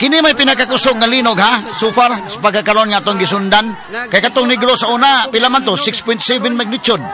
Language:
Cebuano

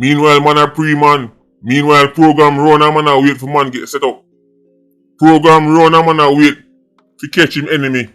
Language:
Jamaican Creole English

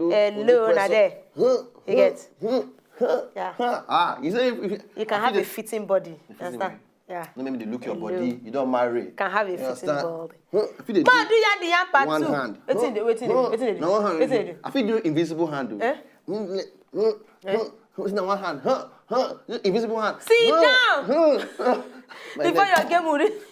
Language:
Nigerian Pidgin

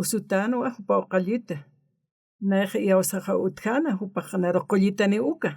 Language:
Aymara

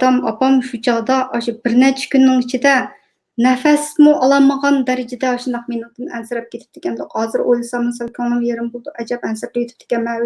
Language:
Uyghur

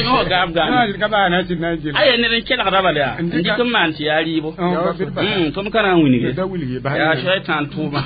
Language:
Mossi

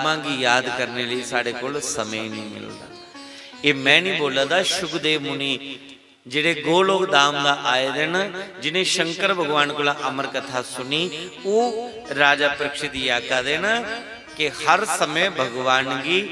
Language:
Dogri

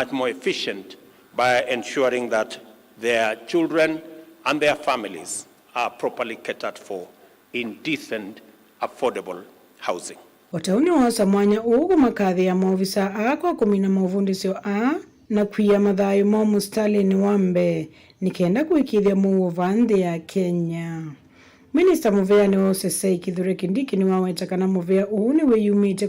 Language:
Kamba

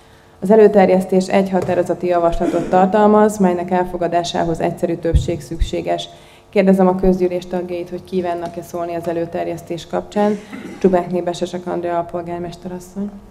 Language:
Hungarian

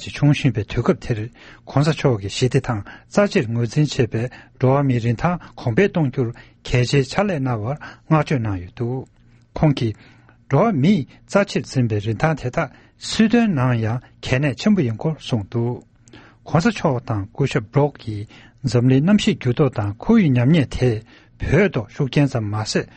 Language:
Tibetan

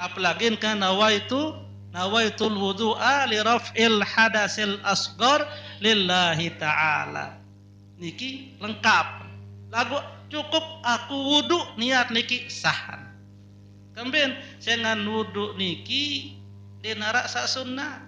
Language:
Sasak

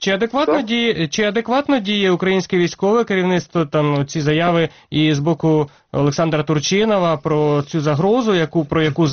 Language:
Ukrainian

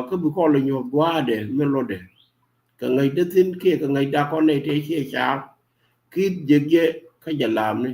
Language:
Nuer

